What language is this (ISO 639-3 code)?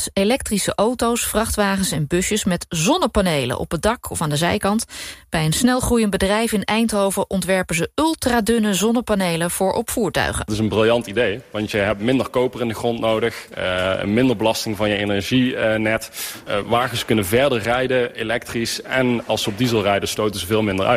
nld